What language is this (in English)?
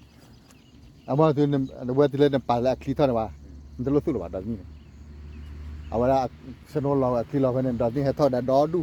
S'gaw Karen